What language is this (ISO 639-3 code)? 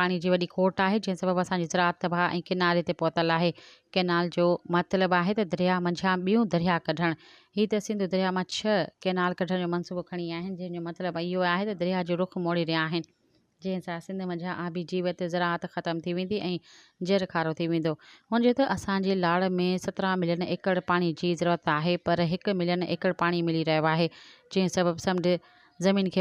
snd